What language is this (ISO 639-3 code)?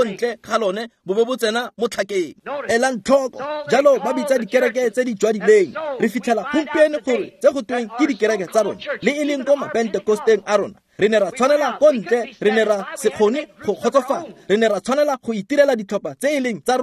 tsn